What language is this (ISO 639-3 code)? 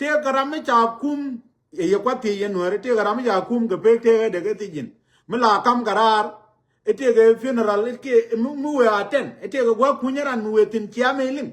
nus